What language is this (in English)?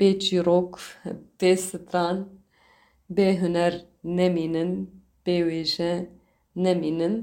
Kurdish